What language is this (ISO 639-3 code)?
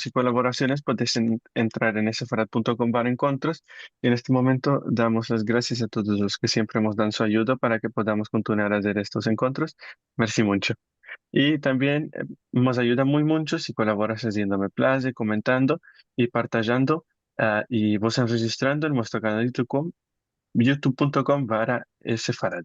lad